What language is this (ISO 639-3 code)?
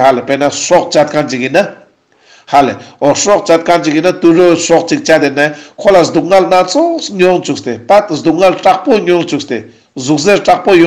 lbj